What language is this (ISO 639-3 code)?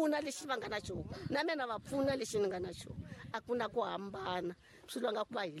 tso